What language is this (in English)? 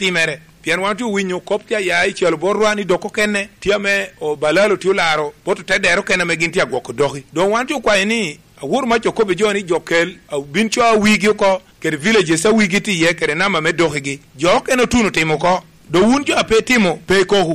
Lango (Uganda)